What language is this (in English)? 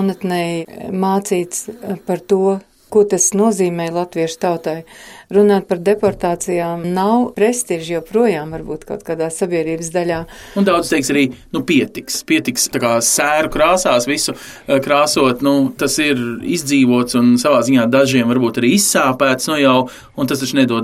Latvian